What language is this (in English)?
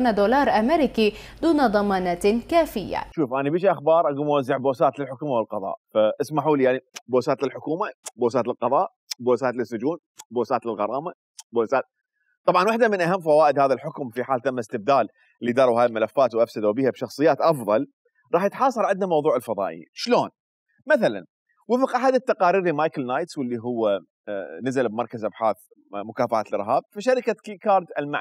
Mesopotamian Arabic